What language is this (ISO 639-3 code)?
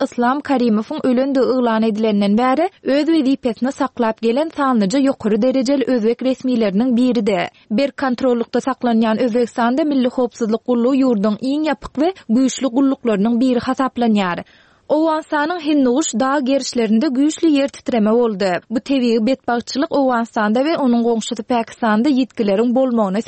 tuk